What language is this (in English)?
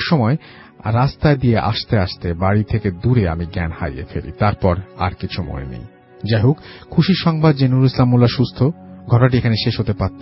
Bangla